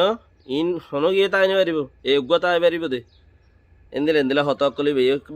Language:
Rohingya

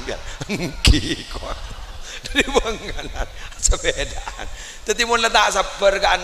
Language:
Madurese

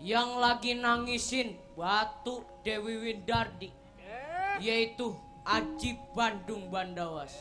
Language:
Betawi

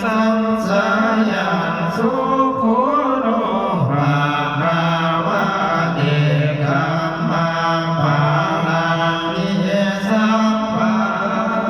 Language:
Pali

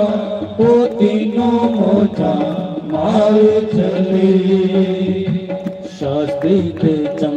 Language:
Dogri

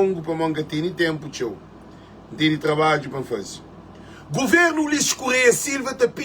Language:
Kabuverdianu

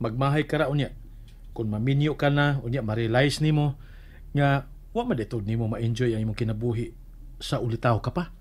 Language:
Cebuano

